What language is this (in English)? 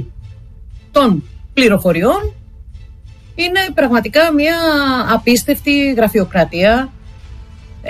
Greek